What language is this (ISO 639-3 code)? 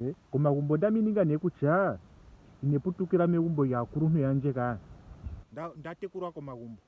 ndo